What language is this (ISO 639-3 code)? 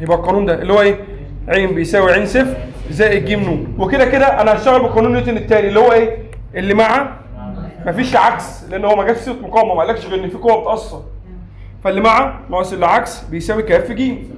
arz